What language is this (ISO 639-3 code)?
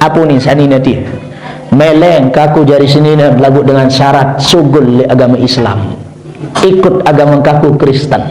sas